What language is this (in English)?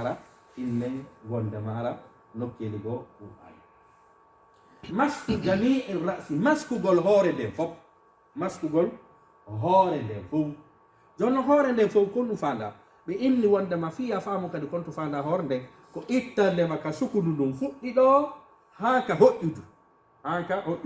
Fula